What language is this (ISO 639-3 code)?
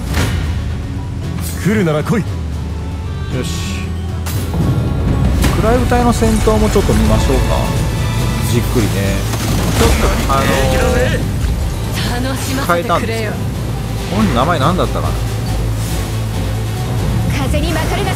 jpn